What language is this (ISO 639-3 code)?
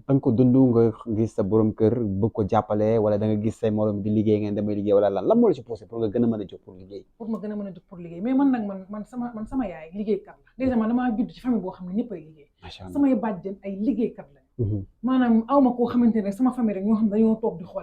wol